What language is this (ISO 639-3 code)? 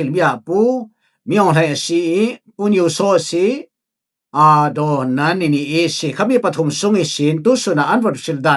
cfm